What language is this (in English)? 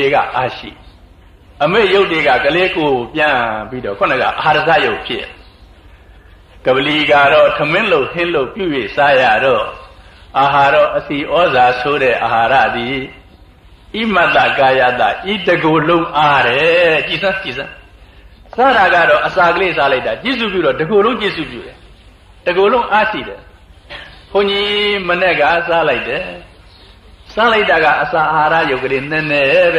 Burmese